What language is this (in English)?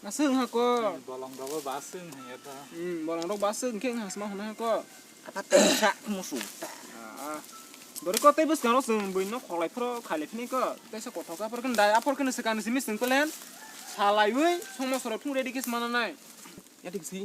Kok Borok